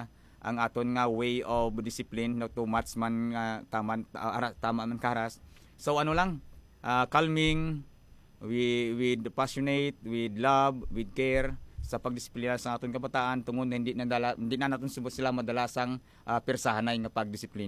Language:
Hiligaynon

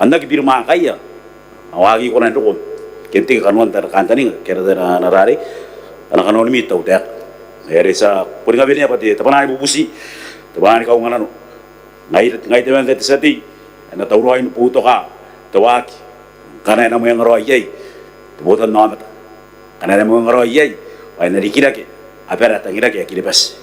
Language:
Gilbertese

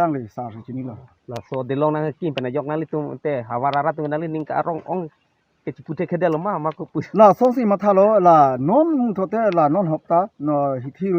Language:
Karbi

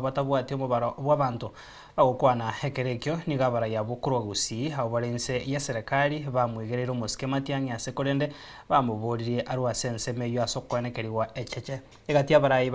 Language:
Gusii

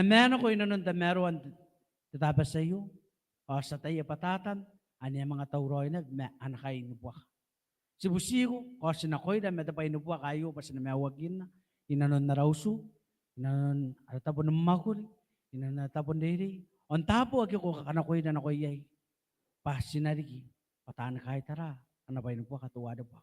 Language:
Gilbertese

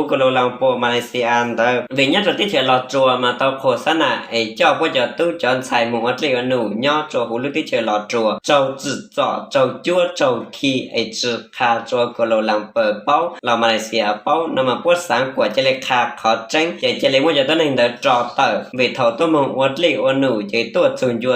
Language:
Hmong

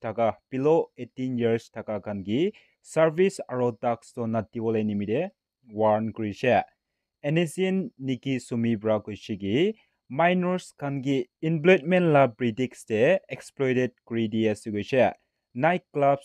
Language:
Naga Pidgin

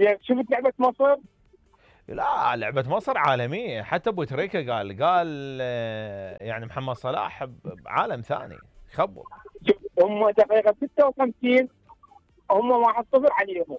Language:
Mesopotamian Arabic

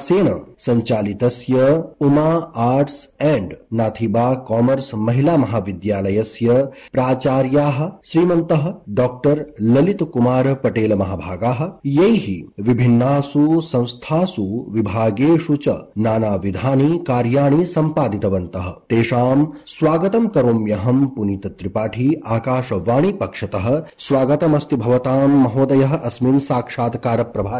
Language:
Sanskrit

